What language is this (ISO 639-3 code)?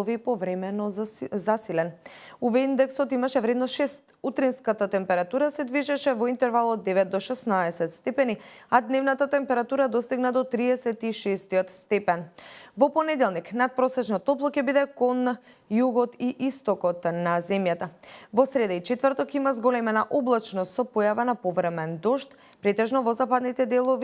mkd